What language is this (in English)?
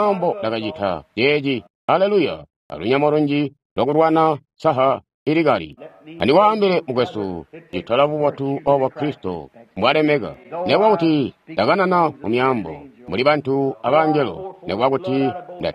Tonga (Zambia)